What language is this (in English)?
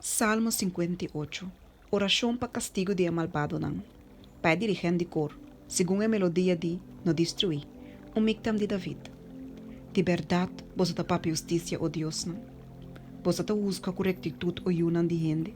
Papiamento